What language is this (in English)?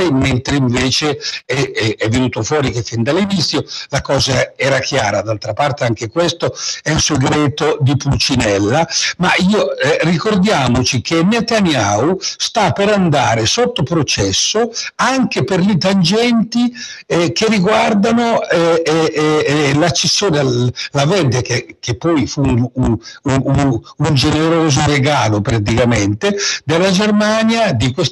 Italian